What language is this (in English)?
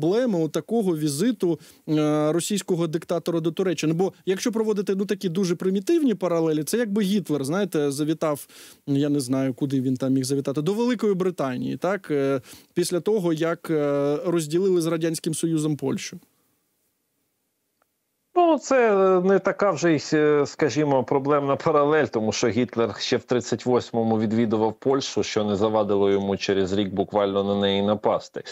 Ukrainian